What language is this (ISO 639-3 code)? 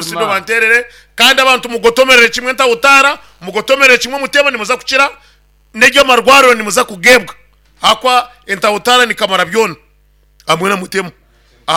nyn